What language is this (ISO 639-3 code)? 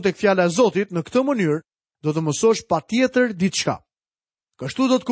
sqi